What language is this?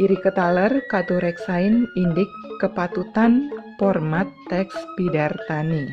Balinese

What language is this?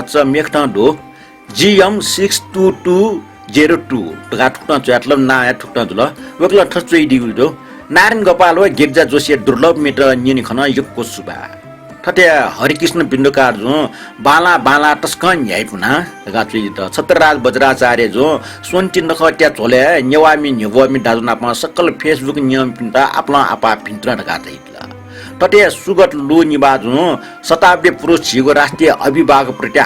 Newari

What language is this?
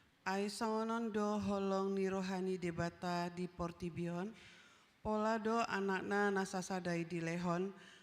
Batak Toba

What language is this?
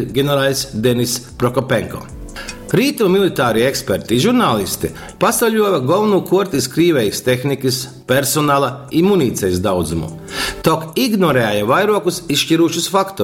Latgalian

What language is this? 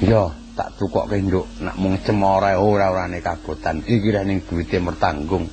Javanese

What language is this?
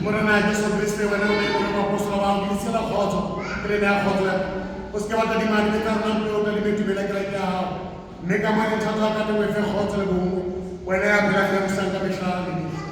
Southern Sotho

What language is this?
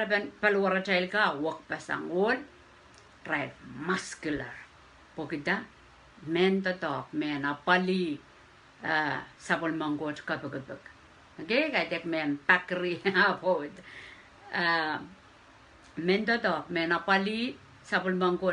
Pohnpeian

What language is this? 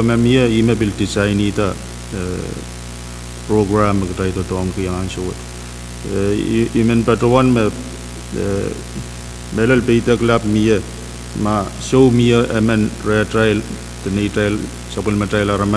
Pohnpeian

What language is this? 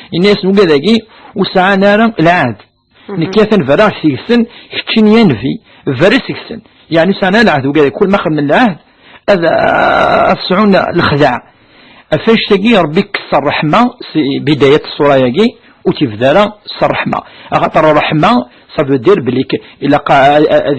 Kabyle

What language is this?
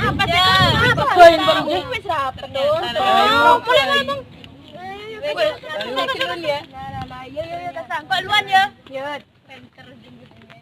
Madurese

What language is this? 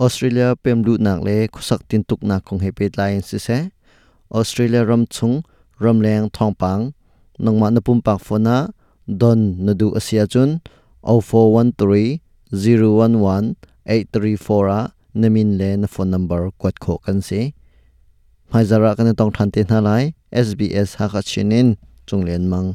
Hakha Chin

